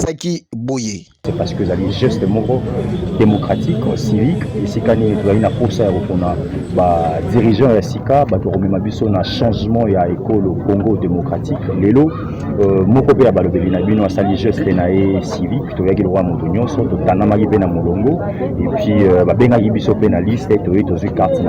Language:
Lingala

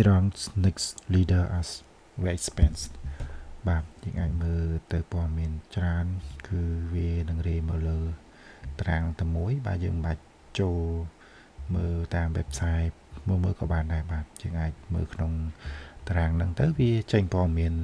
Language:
Khmer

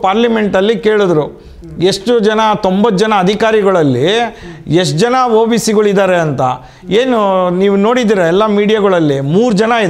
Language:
Kannada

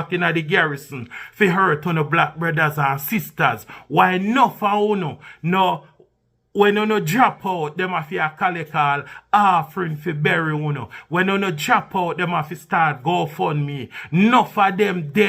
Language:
Jamaican Creole English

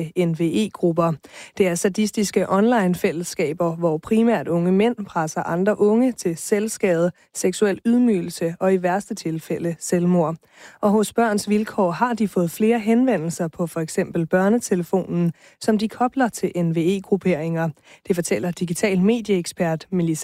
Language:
Danish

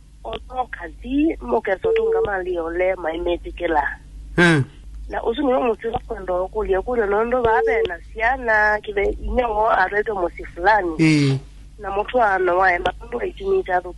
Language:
Kamba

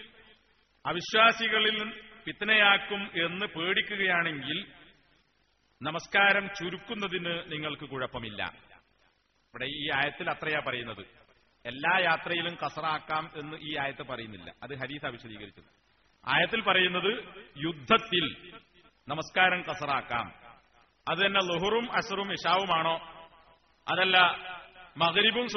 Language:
Malayalam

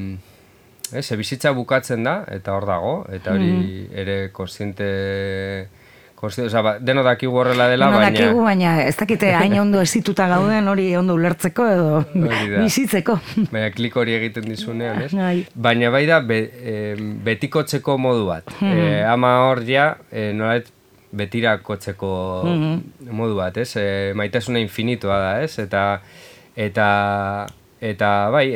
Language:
Basque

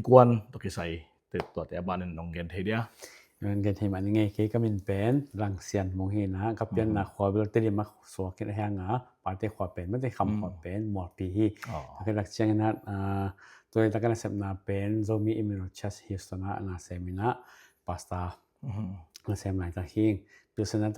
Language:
Tedim Chin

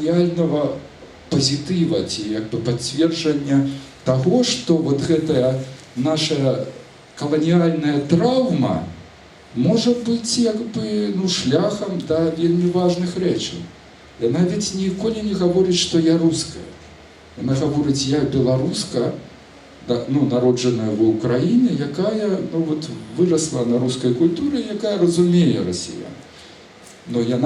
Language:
Belarusian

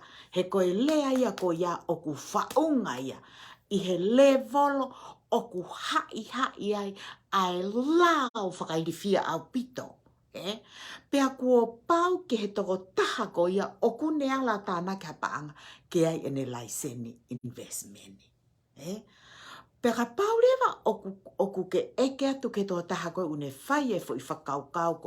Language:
Tongan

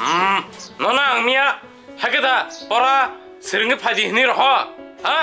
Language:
Kok Borok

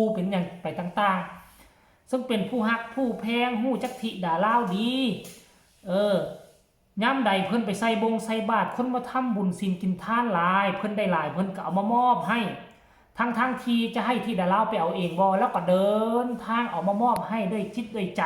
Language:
Northeastern Thai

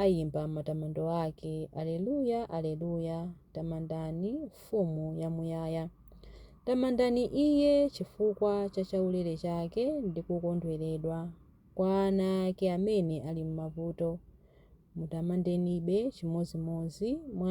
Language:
Nyanja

